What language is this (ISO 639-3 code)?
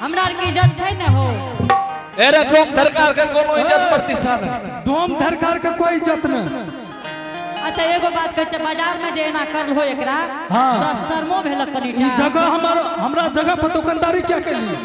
anp